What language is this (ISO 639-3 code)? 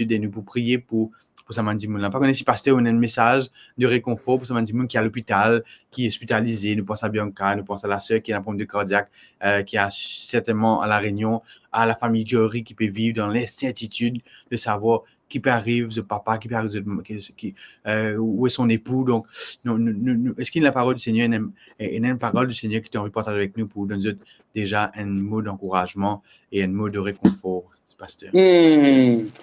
mfe